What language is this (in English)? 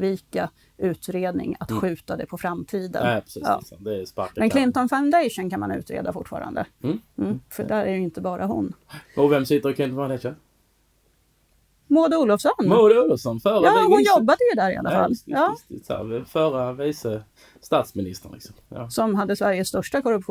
Swedish